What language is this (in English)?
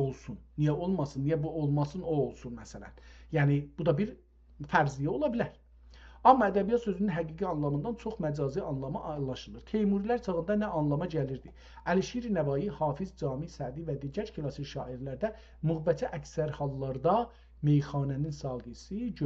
South Azerbaijani